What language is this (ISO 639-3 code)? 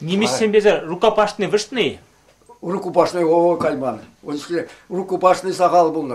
chv